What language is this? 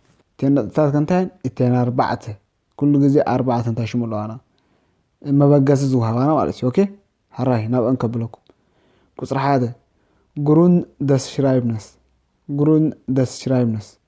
Tigrinya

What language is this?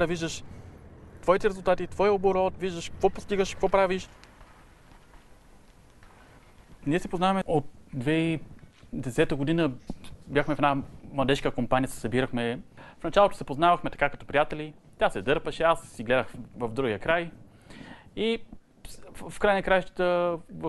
Bulgarian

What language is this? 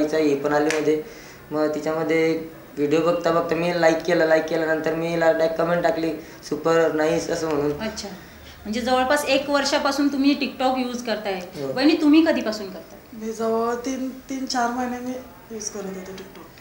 Marathi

